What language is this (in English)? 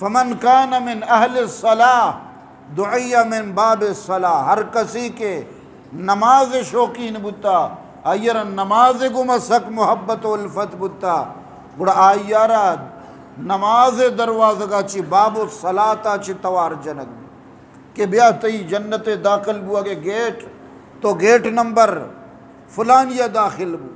Eastern Balochi